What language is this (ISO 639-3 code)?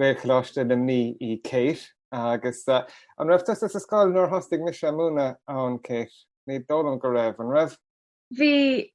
gle